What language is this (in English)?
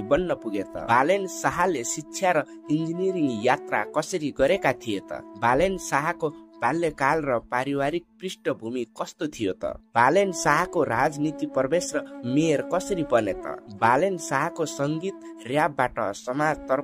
Nepali